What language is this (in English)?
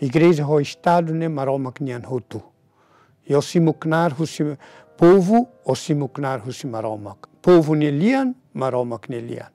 Tetum